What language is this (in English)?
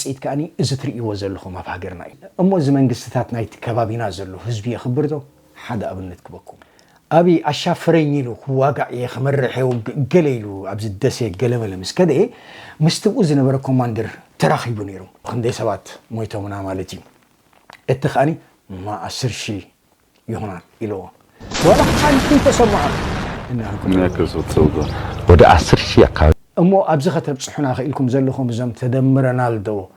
Tigrinya